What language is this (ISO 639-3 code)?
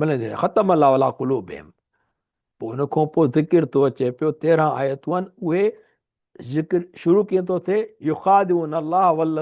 snd